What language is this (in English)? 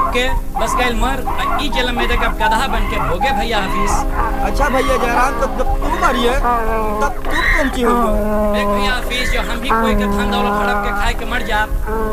Bhojpuri